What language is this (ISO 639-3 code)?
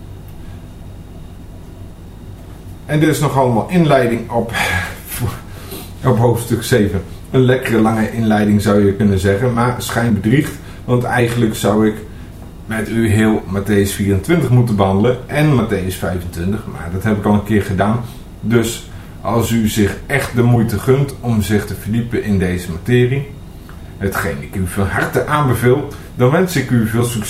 nld